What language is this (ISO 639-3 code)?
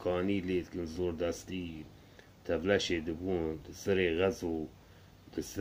kur